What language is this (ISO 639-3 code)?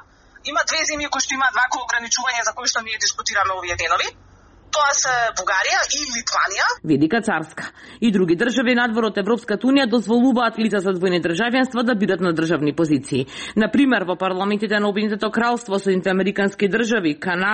mkd